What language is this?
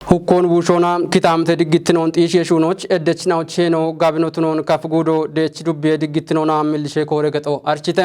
Kafa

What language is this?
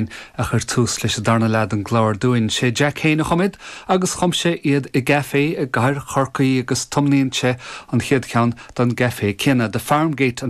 Irish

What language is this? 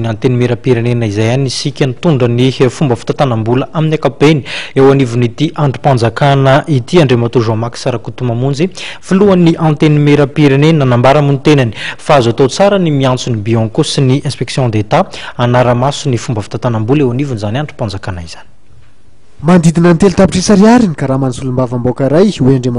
Malagasy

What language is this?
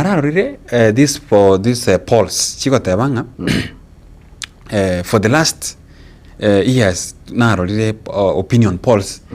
Gusii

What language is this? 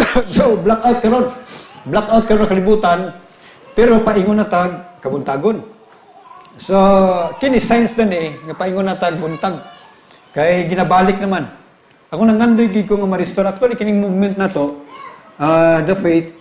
Cebuano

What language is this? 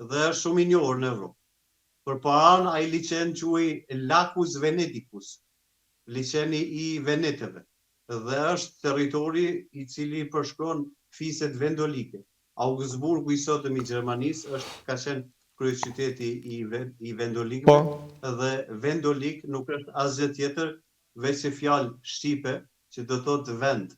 Albanian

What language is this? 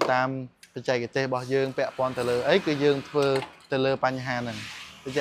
Khmer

